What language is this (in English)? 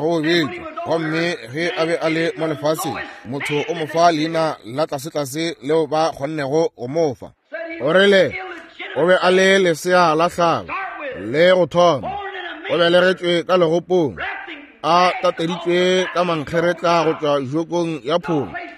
Northern Sotho